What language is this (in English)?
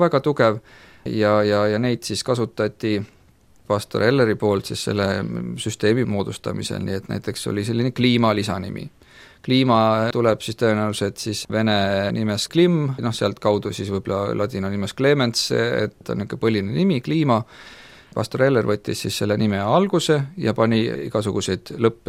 Estonian